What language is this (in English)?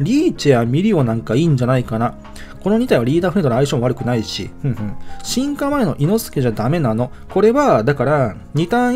Japanese